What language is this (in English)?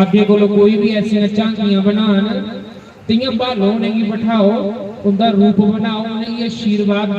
Dogri